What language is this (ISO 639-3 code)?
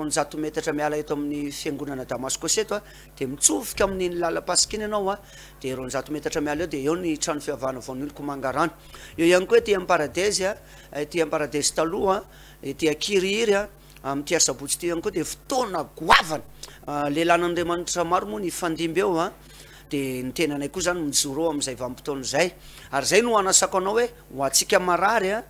mlg